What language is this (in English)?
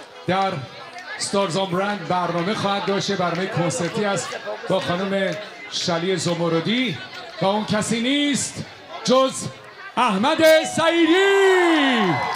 Persian